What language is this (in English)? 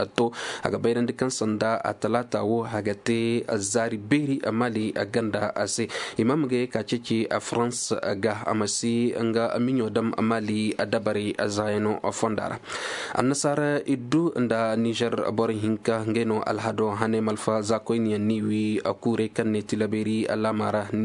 Zarma